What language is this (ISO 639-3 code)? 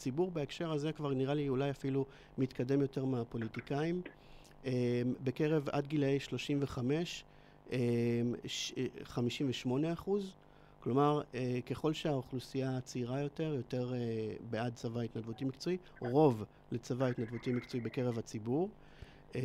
heb